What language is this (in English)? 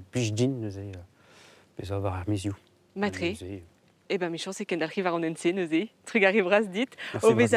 Breton